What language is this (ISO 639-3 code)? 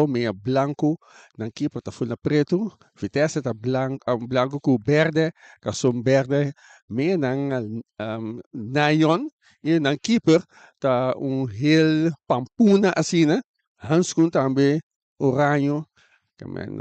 pap